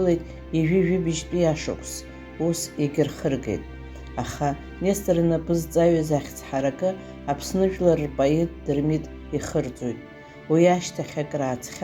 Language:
Abkhazian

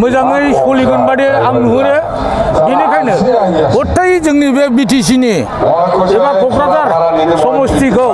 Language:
Bodo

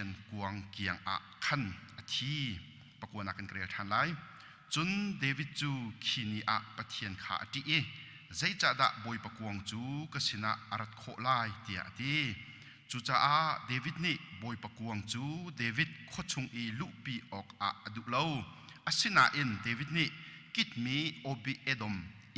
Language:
Hakha Chin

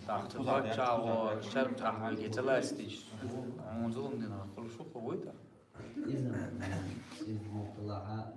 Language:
Chechen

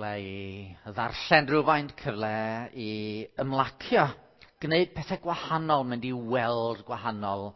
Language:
Welsh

